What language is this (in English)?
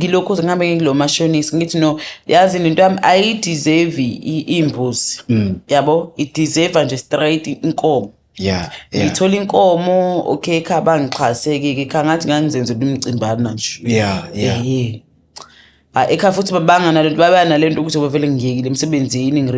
Zulu